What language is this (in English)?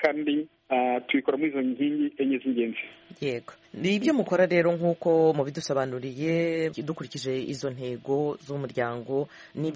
Kinyarwanda